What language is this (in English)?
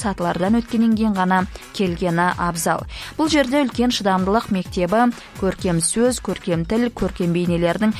Kazakh